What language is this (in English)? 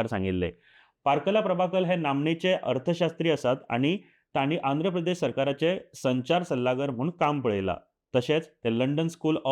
Konkani